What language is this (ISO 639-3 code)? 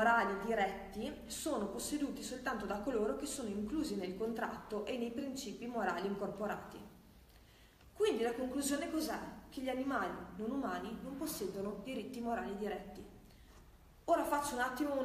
ita